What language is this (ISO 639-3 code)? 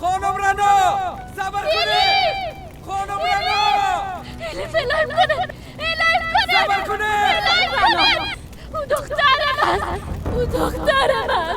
fas